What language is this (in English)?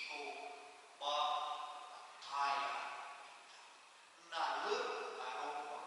Nias